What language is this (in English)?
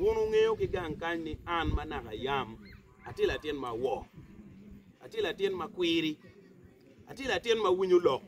Acoli